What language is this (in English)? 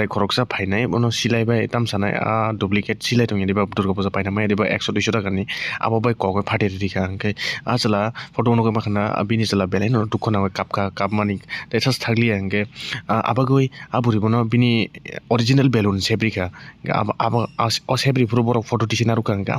Kok Borok